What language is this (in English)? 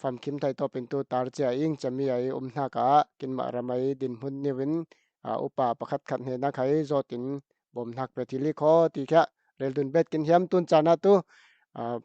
Falam Chin